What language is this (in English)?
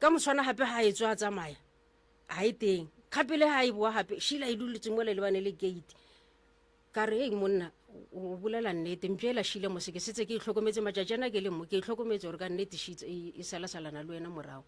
Northern Sotho